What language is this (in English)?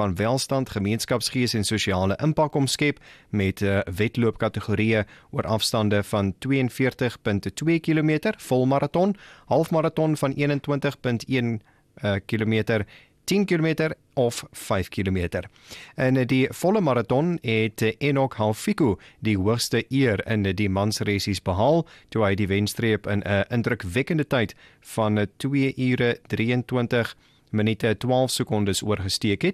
Afrikaans